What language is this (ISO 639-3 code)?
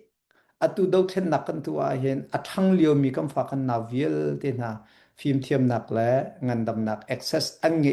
cnh